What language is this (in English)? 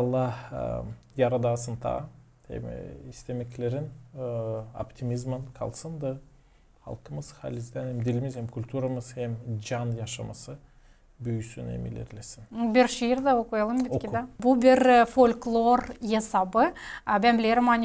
Gagauz